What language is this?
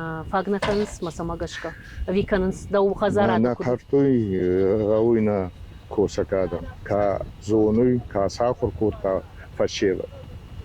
Ossetic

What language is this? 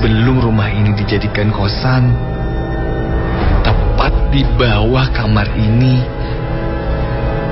Indonesian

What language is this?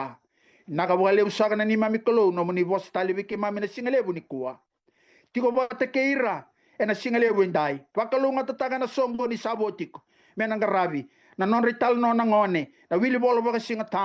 Fijian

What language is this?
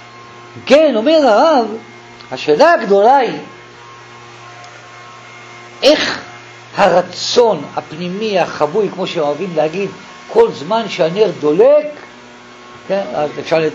Hebrew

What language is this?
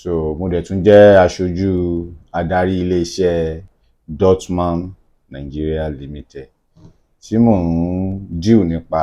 Yoruba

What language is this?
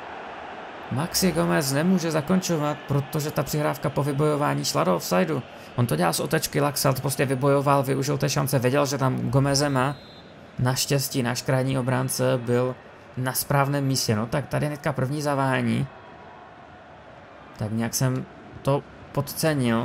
Czech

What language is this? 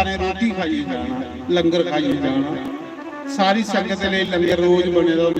Dogri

